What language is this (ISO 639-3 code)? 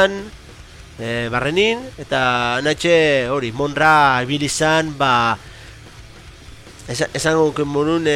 eus